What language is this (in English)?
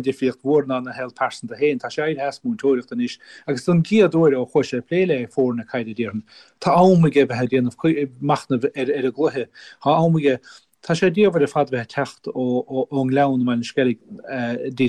Irish